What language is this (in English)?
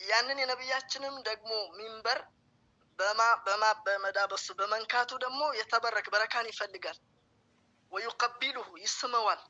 Amharic